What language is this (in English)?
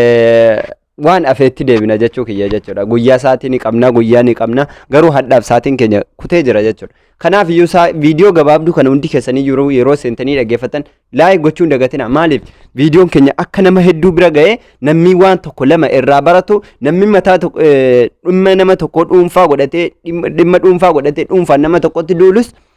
Oromo